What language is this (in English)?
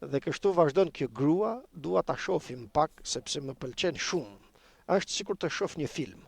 Albanian